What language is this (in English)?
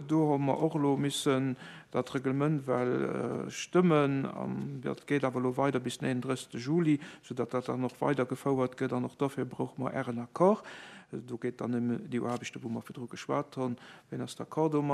Luxembourgish